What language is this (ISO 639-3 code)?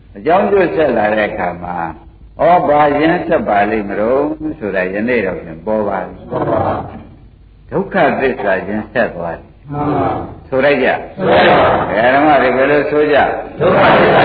mya